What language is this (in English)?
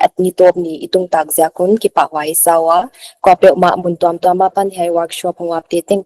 Paite Chin